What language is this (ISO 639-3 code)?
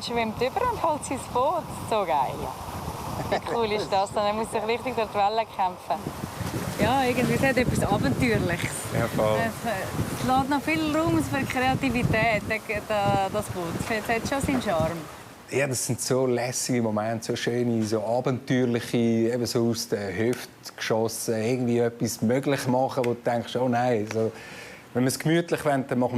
gsw